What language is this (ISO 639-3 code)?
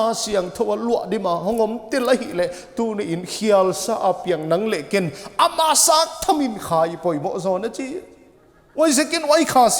pck